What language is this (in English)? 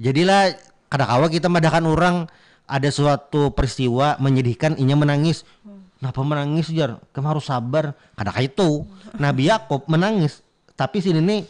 Banjar